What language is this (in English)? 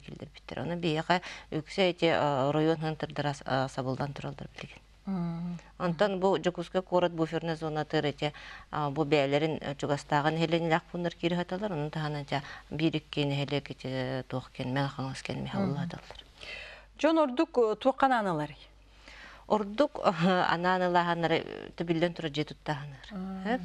Yakut